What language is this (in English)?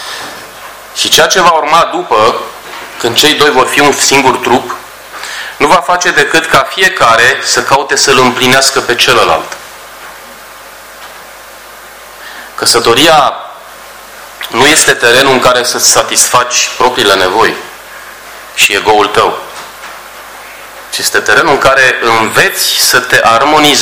Romanian